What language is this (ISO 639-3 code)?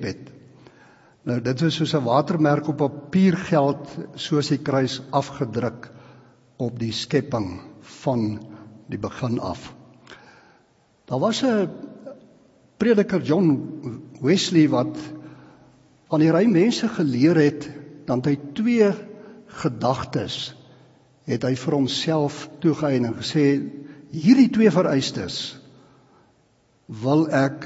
afr